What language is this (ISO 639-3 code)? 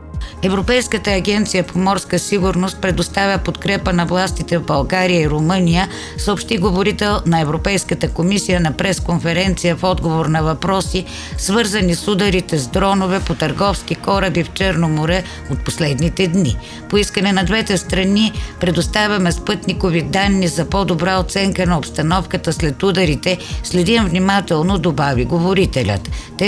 bul